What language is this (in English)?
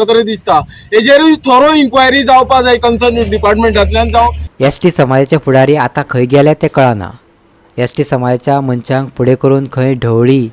Konkani